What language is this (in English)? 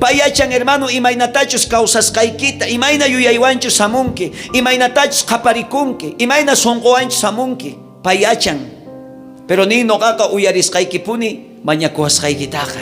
South Bolivian Quechua